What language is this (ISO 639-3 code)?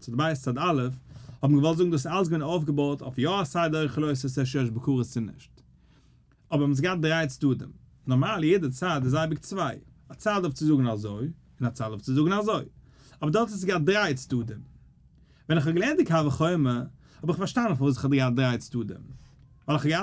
yid